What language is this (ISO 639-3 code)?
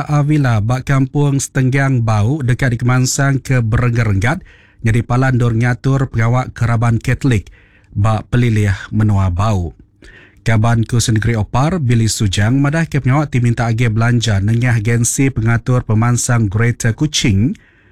iba